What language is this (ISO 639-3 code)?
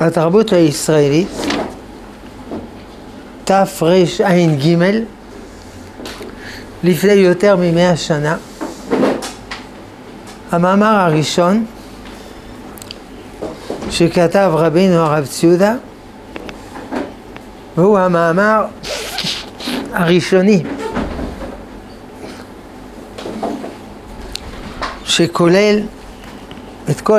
heb